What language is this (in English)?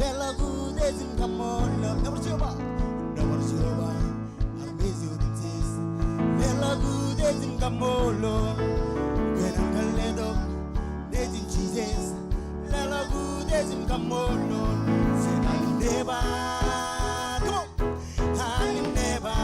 Marshallese